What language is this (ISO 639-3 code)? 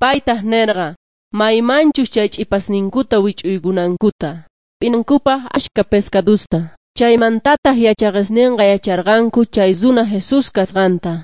quh